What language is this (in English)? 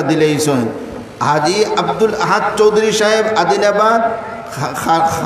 Sylheti